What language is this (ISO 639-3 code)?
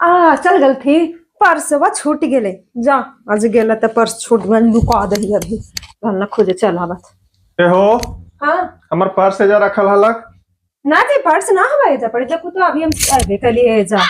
mag